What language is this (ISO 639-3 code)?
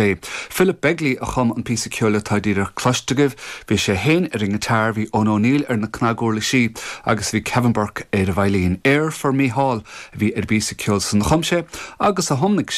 gle